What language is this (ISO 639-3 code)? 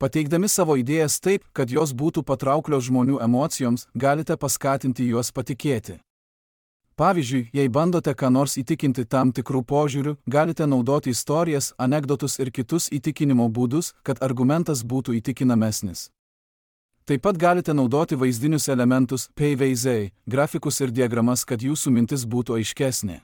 lit